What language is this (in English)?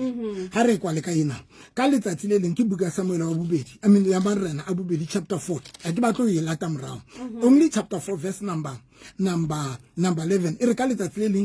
Southern Sotho